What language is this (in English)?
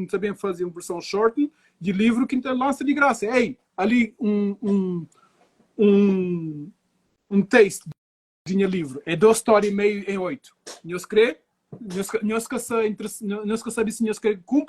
Kabuverdianu